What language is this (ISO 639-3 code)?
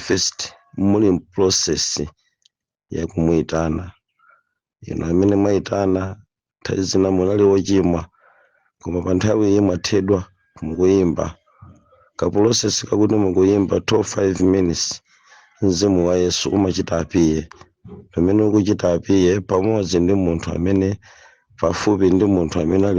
nya